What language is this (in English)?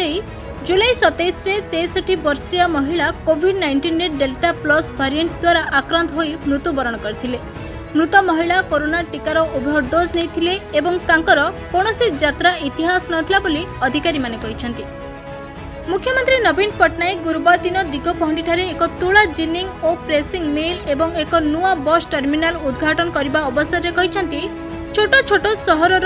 Odia